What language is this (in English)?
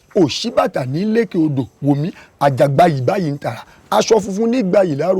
Yoruba